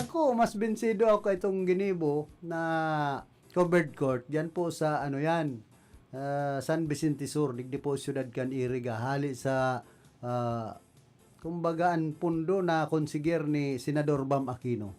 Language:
Bikol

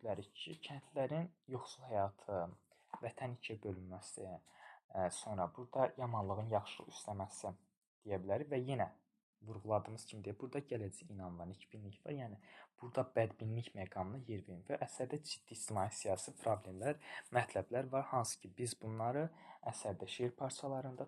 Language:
Azerbaijani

